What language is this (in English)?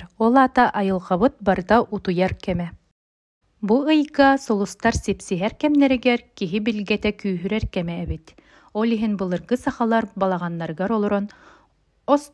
Yakut